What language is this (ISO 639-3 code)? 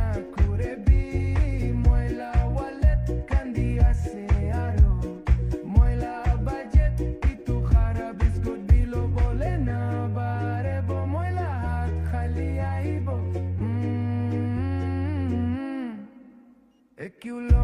pmx